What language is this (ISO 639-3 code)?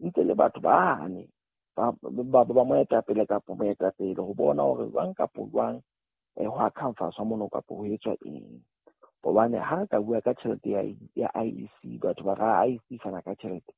sot